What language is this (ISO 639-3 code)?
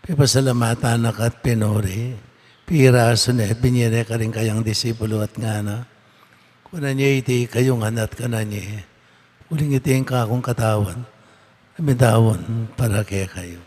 pam